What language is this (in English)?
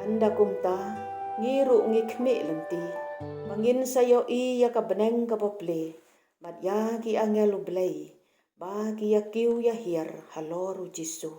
Khasi